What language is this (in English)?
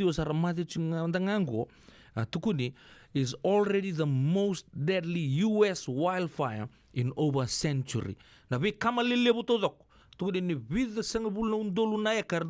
Fijian